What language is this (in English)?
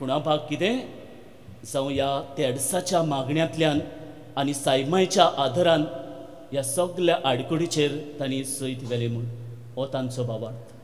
Konkani